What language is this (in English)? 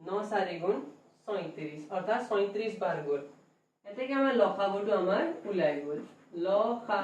Assamese